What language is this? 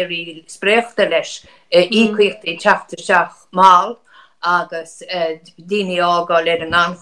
Irish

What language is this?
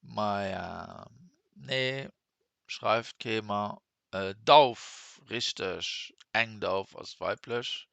Luxembourgish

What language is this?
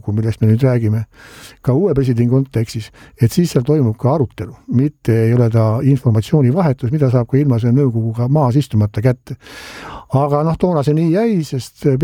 Estonian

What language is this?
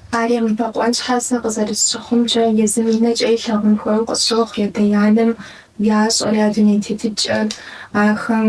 Kabardian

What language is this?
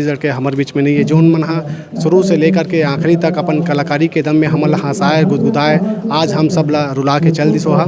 Chhattisgarhi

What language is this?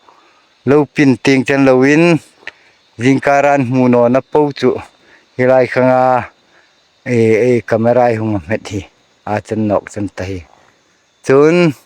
Hmar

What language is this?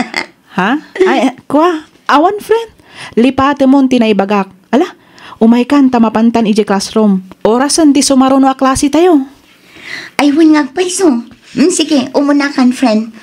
Iloko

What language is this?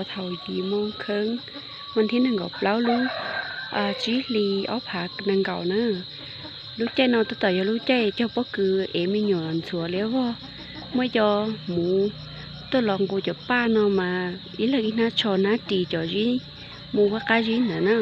Hmong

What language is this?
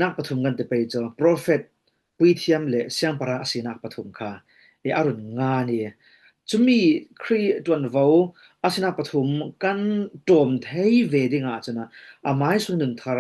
Falam Chin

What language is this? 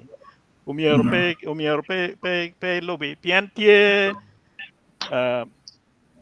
Acoli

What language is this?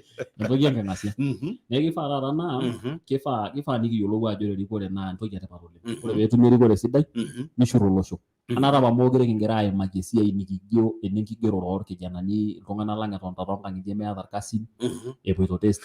Masai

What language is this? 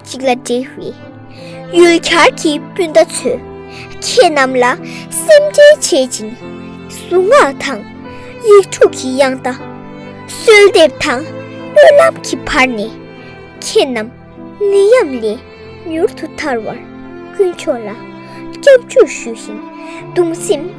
Tibetan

